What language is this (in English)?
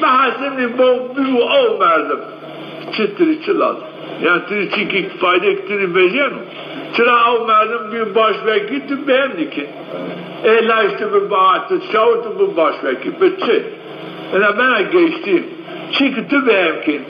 Zaza